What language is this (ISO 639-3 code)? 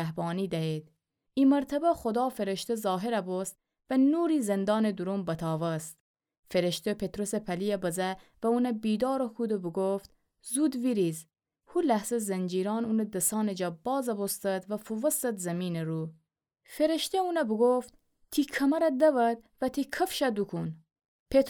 glk